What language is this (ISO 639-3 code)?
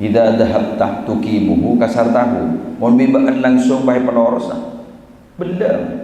mad